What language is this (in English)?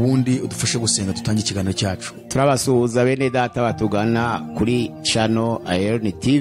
Kinyarwanda